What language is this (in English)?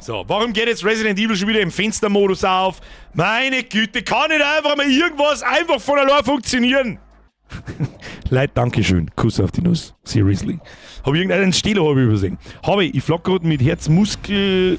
Bavarian